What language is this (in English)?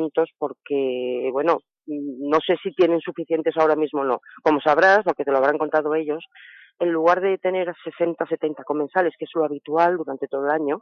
Spanish